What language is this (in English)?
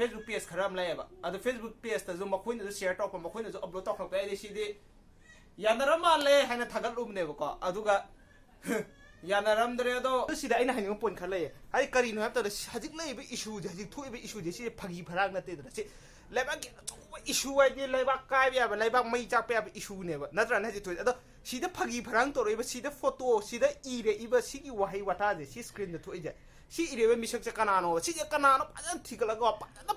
Manipuri